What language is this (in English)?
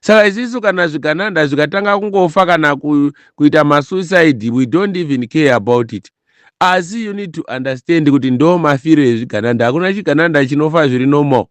Shona